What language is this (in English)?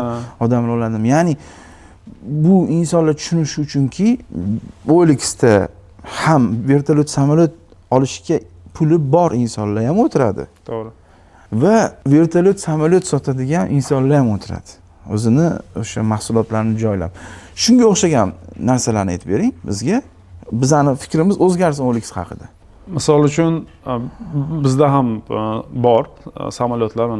Uzbek